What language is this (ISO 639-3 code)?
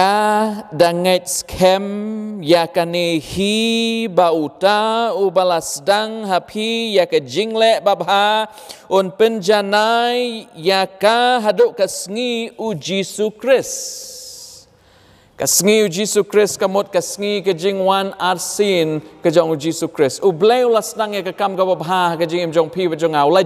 kha